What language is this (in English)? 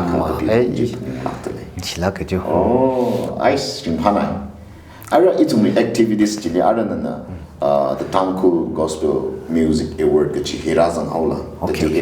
Tangkhul Naga (India)